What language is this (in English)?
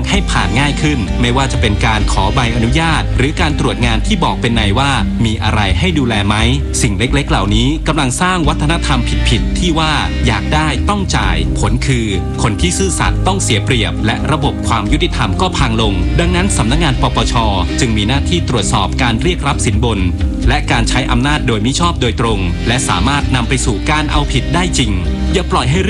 Thai